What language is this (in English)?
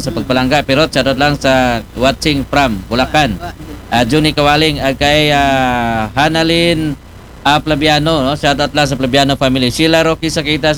Aklanon